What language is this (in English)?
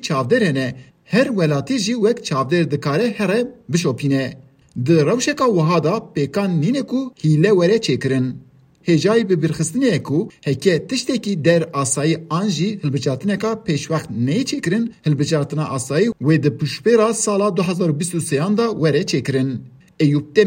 Kurdish